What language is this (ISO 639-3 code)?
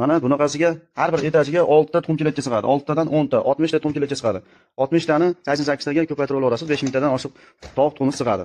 uzb